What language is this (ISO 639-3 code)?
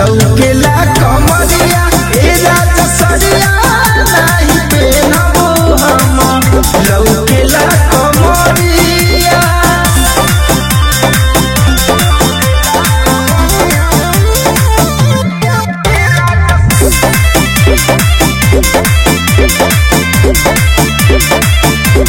bho